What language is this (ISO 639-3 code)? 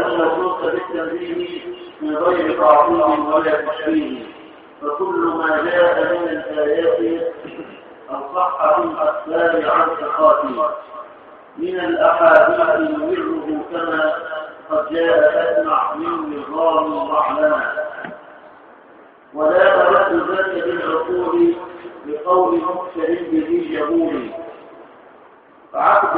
ara